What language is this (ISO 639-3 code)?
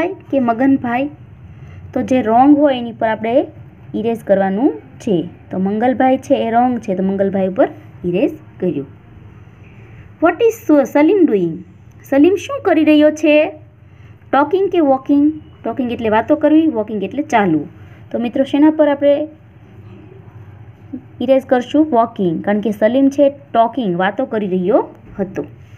guj